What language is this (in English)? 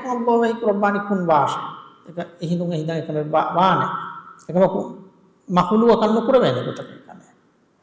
Divehi